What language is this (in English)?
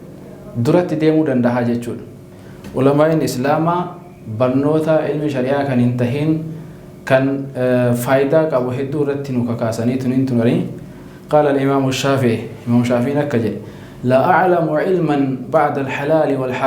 Oromo